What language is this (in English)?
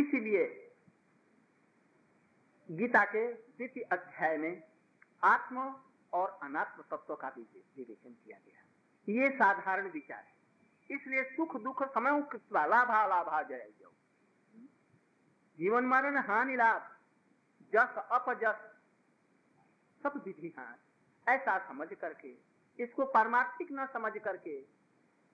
Hindi